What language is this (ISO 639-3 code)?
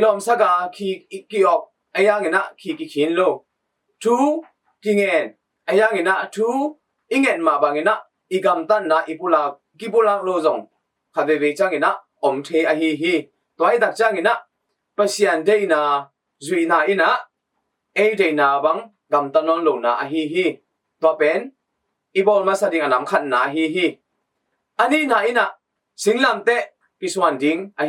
ctd